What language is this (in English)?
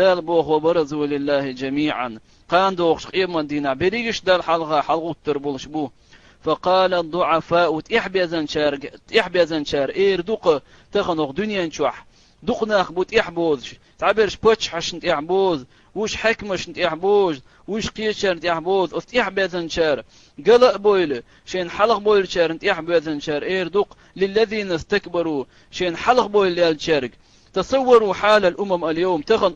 Chechen